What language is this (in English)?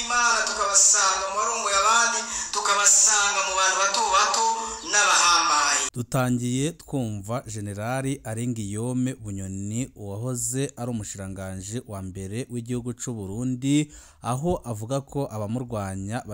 Rundi